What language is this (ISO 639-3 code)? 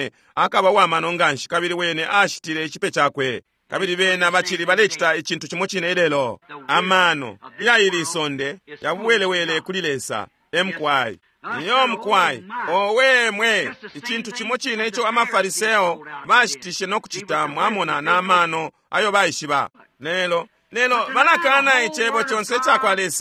bem